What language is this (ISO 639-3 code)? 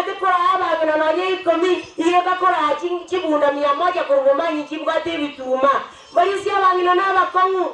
guz